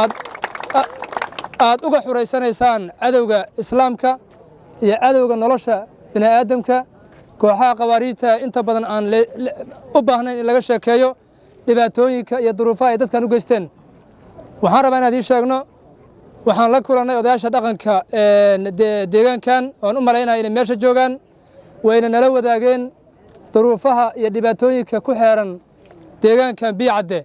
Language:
Somali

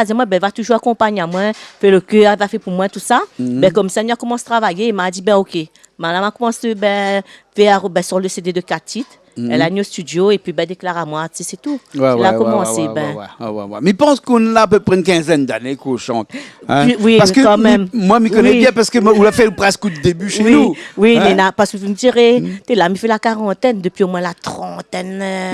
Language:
Réunion Creole French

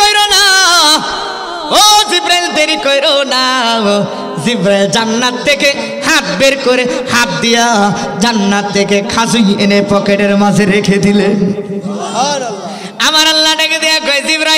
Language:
Bangla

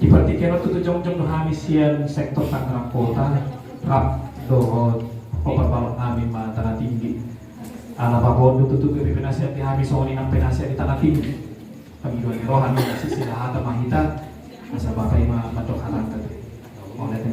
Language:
Batak Toba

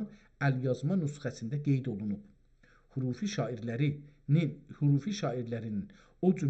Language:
South Azerbaijani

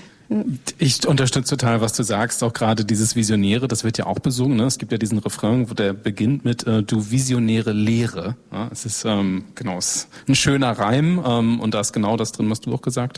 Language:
German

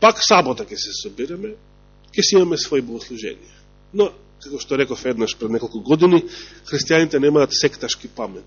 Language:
Macedonian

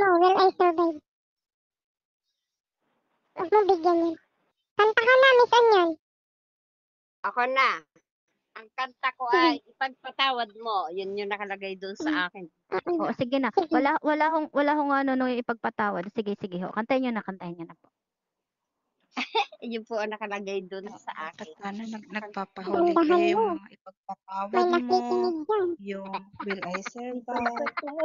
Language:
Filipino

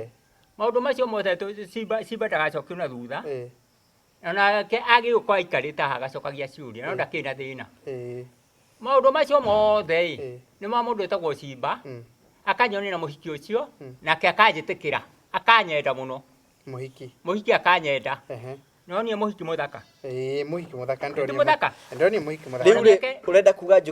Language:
Kikuyu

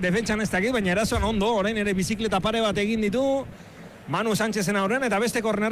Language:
Basque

